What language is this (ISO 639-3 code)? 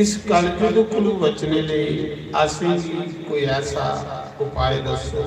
doi